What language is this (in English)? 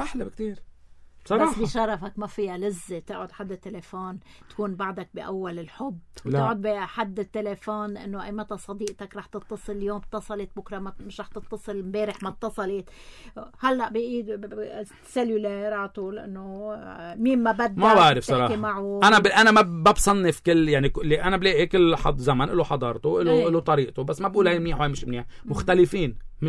North Levantine Arabic